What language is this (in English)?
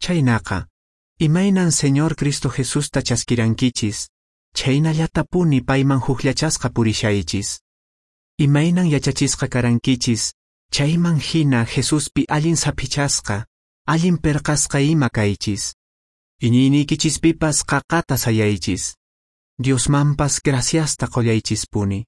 Quechua